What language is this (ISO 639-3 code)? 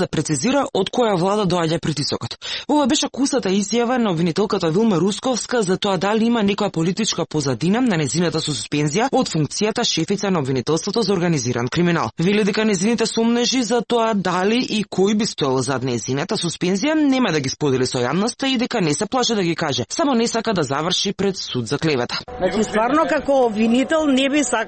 mkd